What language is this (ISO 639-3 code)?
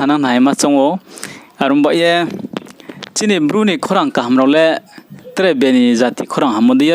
ria